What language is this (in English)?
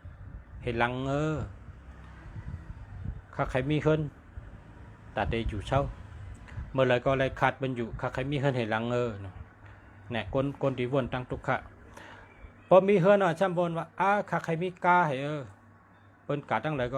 Shan